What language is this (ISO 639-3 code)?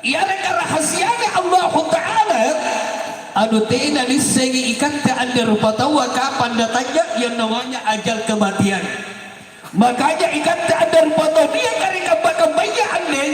mak